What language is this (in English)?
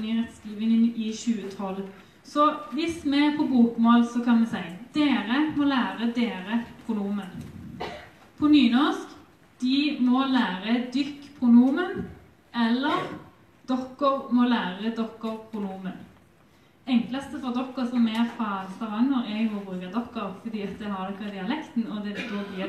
Norwegian